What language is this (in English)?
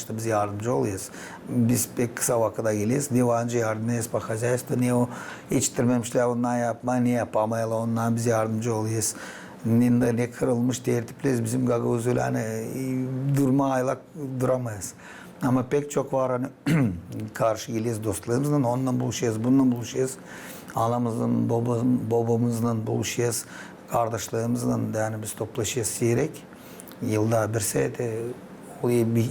Gagauz